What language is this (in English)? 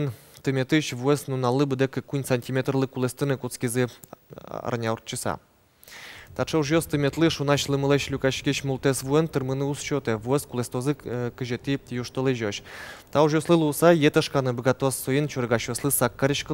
Udmurt